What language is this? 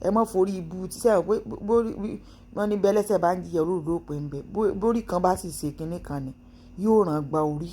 Yoruba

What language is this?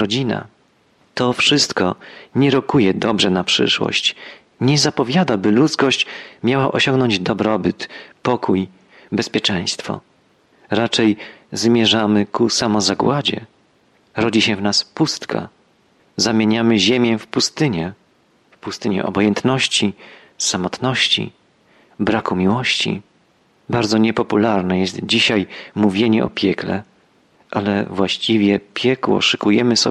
Polish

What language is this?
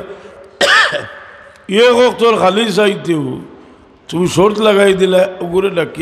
Sylheti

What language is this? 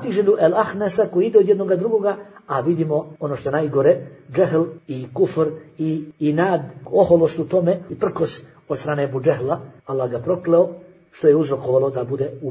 Bosnian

